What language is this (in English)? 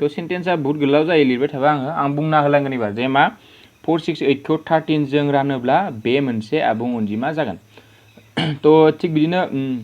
Bodo